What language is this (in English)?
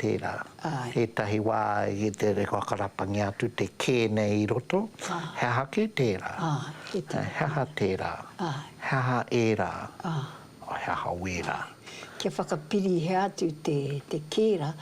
Māori